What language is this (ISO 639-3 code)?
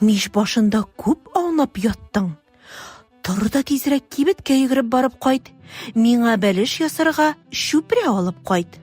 tat